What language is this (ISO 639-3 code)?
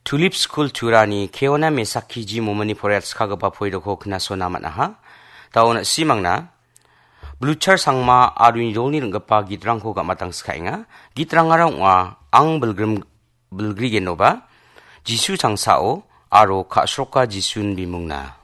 grt